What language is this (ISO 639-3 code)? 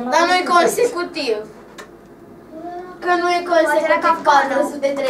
ron